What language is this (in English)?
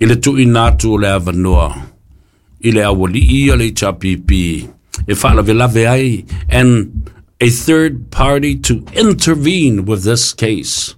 Samoan